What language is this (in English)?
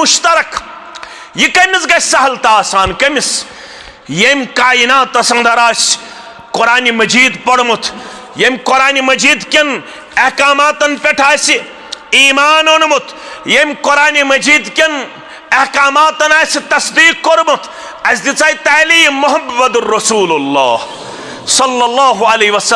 Kashmiri